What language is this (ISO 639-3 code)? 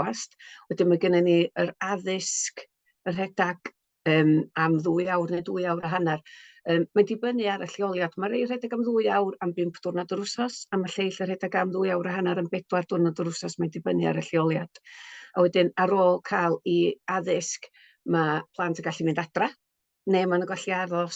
cym